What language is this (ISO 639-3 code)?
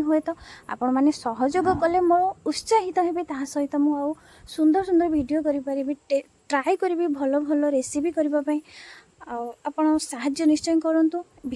ori